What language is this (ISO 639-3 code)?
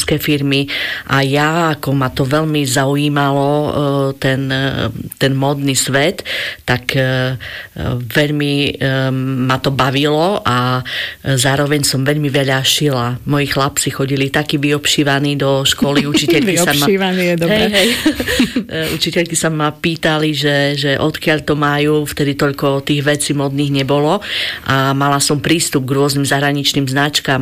slk